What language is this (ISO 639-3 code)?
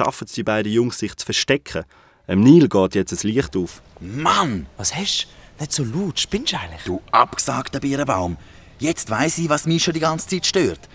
gsw